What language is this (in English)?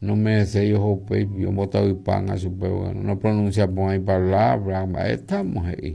Guarani